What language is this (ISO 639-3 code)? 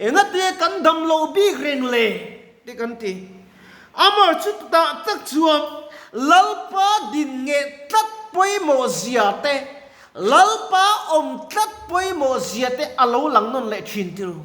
lus